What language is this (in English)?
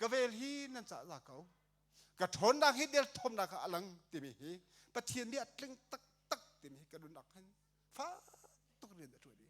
Hakha Chin